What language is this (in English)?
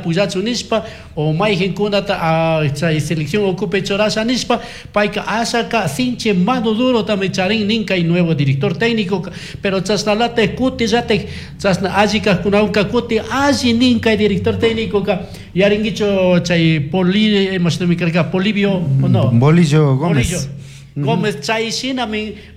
Chimborazo Highland Quichua